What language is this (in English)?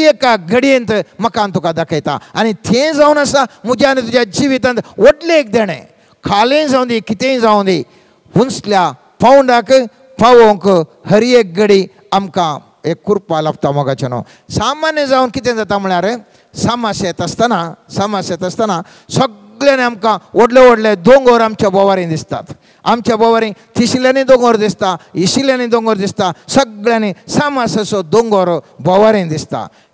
Konkani